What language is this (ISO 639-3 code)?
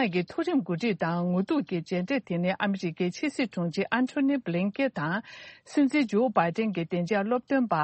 bod